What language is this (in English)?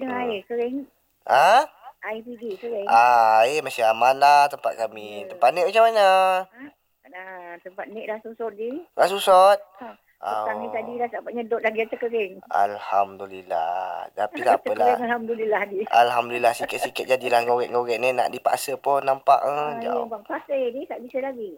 Malay